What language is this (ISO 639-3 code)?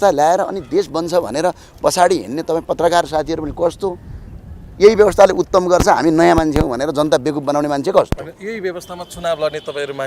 nep